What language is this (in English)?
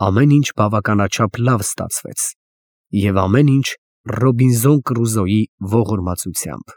Armenian